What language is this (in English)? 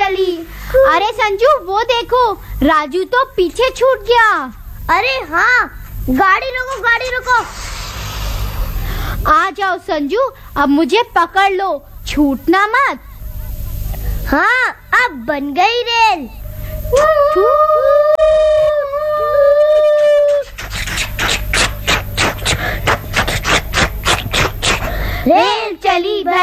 Hindi